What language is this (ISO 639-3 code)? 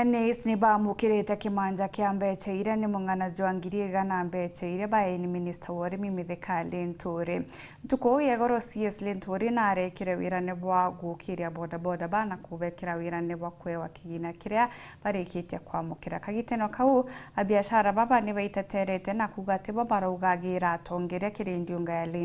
mer